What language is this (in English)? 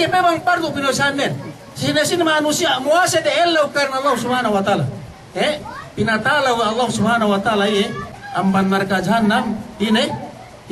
Yakan